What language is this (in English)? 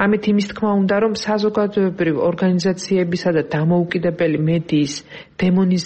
Georgian